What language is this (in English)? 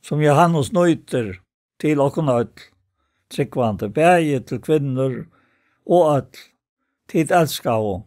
Faroese